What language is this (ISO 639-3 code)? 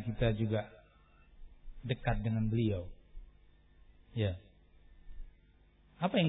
ind